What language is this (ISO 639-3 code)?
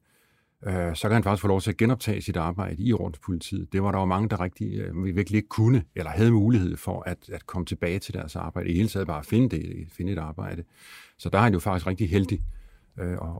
dan